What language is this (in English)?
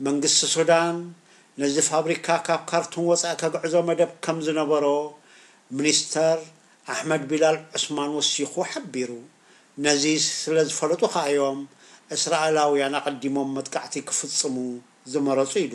Tigrinya